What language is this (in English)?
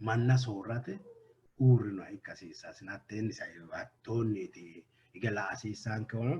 Sidamo